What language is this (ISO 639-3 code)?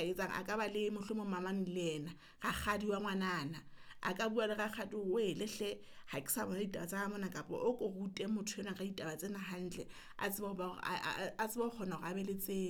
sot